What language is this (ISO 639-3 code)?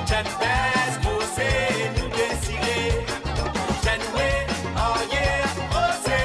mfe